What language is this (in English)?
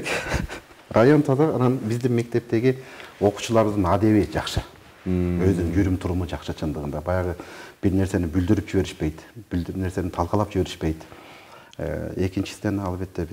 Kyrgyz